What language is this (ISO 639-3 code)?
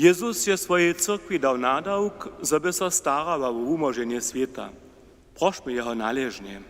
hsb